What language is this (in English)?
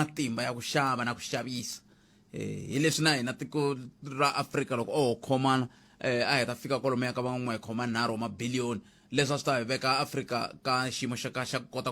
Tsonga